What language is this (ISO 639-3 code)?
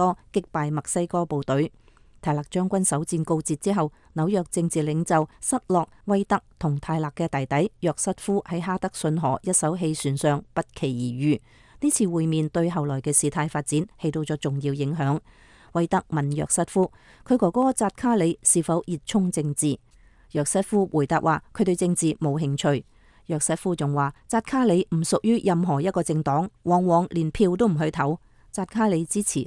yue